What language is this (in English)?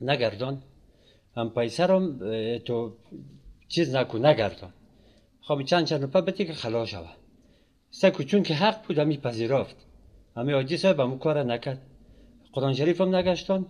Persian